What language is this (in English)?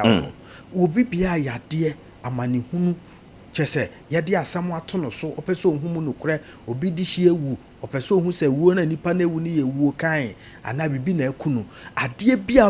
Akan